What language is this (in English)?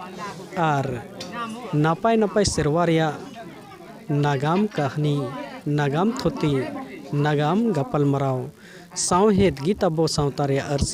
Santali